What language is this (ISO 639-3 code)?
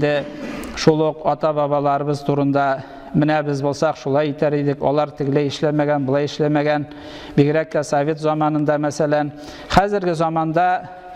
tat